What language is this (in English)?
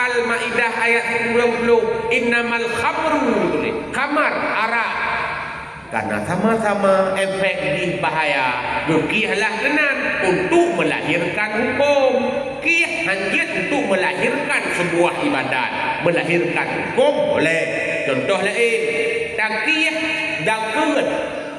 Achinese